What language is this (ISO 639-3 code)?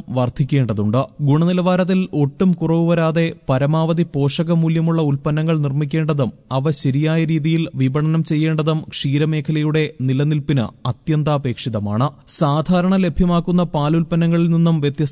mal